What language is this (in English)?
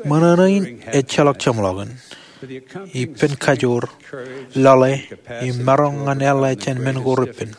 Marshallese